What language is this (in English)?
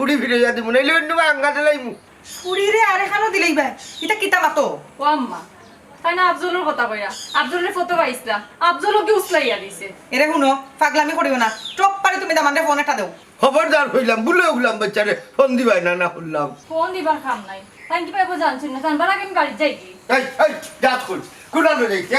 Sylheti